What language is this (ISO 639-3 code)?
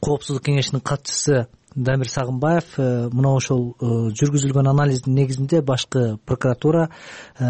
kir